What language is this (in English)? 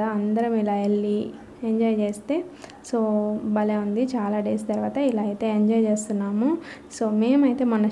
Telugu